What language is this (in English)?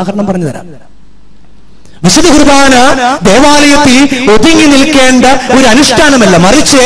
Malayalam